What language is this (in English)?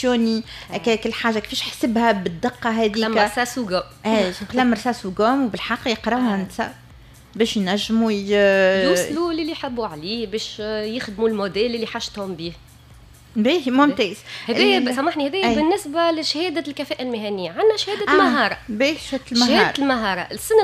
Tunisian Arabic